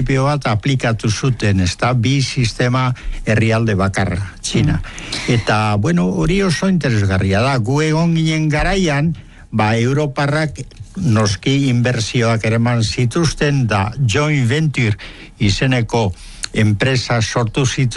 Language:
Basque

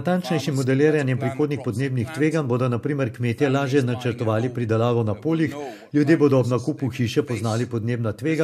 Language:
Slovenian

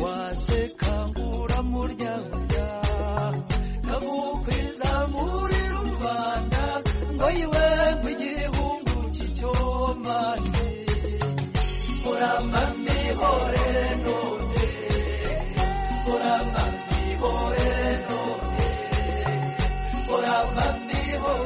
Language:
Kinyarwanda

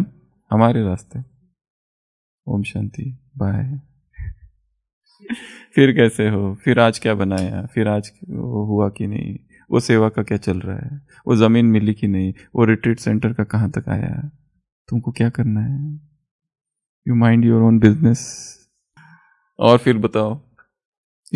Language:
Hindi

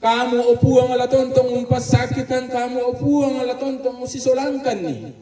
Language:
Toraja-Sa'dan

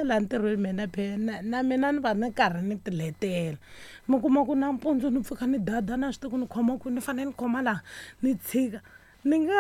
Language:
Tsonga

